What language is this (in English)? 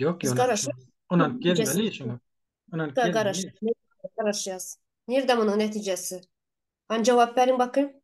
Turkmen